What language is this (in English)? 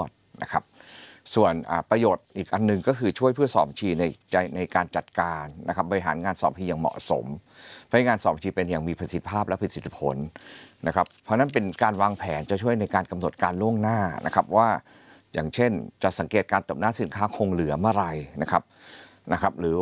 Thai